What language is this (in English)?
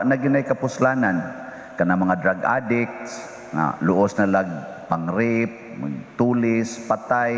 Cebuano